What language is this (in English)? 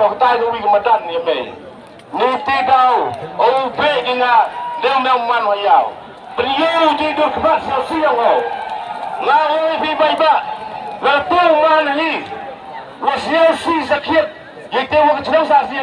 Khasi